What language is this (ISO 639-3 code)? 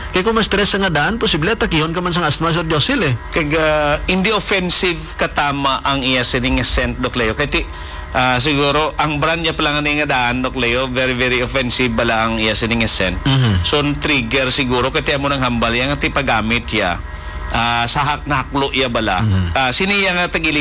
hil